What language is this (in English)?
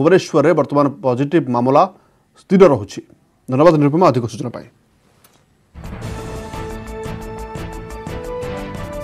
Odia